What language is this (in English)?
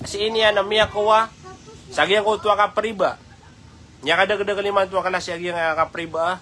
Maranao